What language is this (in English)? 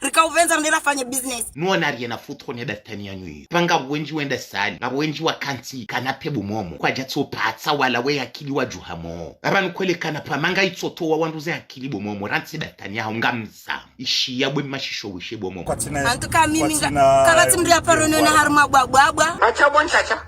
Ngazidja Comorian